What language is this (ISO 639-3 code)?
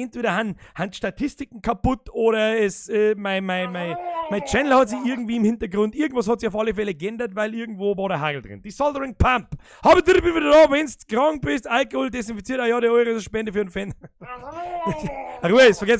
bar